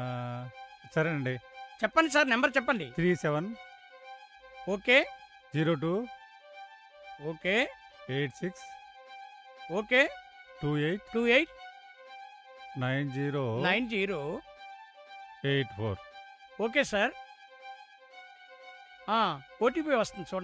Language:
Telugu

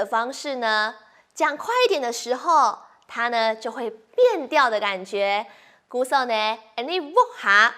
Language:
Hakka Chinese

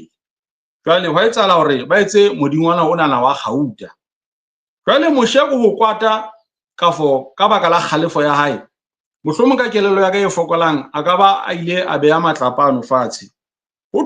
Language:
Southern Sotho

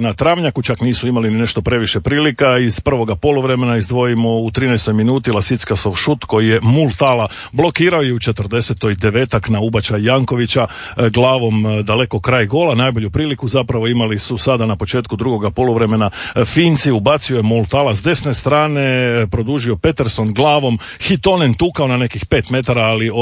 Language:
Croatian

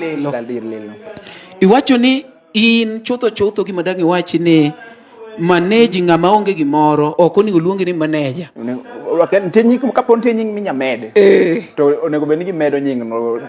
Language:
Luo (Kenya and Tanzania)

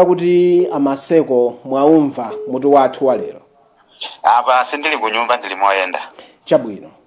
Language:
Nyanja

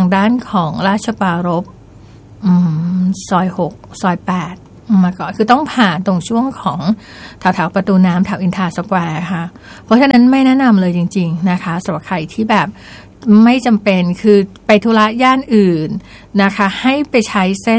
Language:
Thai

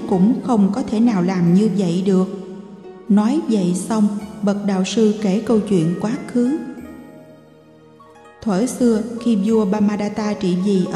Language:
Vietnamese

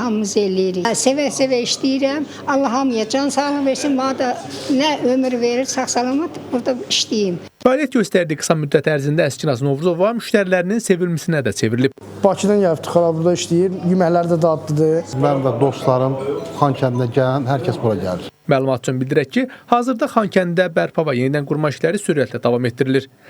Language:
Azerbaijani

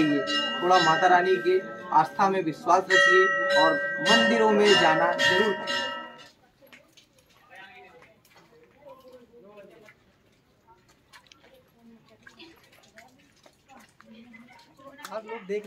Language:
Hindi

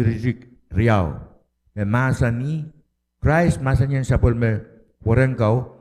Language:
Pohnpeian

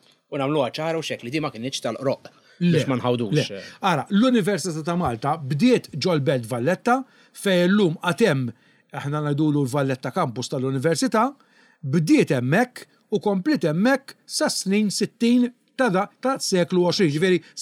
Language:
Maltese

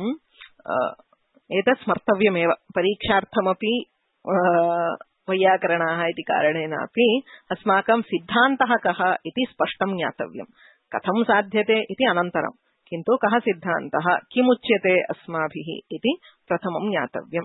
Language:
Sanskrit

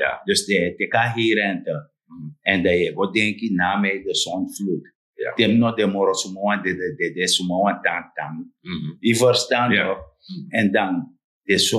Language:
Sranan Tongo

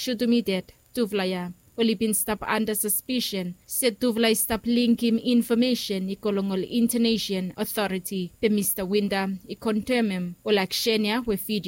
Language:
Bislama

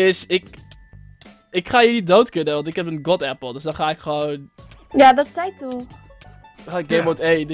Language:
Dutch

